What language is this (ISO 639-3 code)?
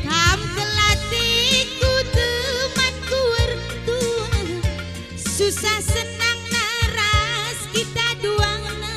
btx